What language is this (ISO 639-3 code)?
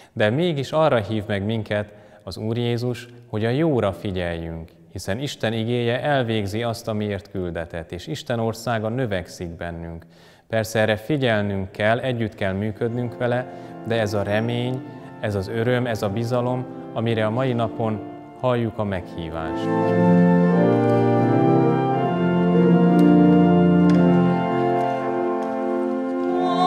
hun